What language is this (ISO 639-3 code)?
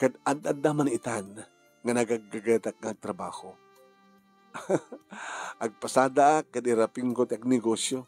ilo